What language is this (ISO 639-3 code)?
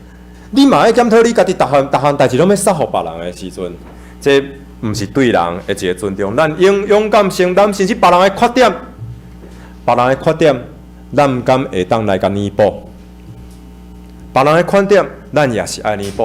nan